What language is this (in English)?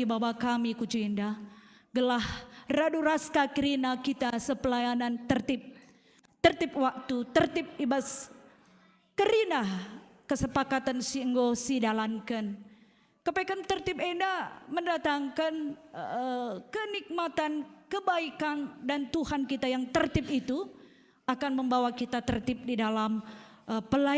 Batak Karo